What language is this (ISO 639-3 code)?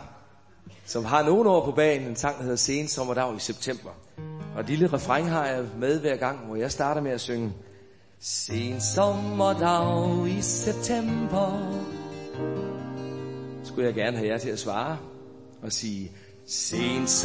dan